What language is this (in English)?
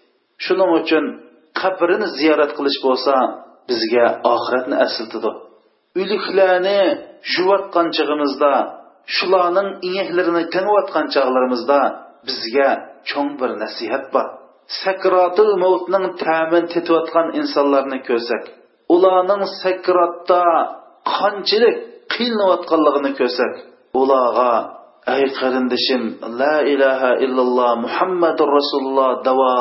Uyghur